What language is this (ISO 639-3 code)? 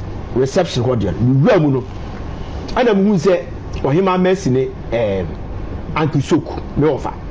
aka